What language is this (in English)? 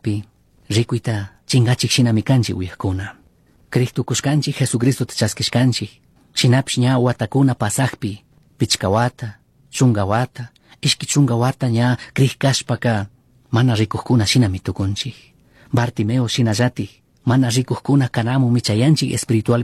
Chimborazo Highland Quichua